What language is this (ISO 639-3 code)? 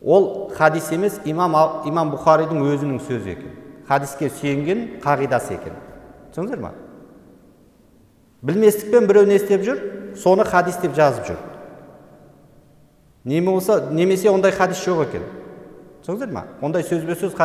kaz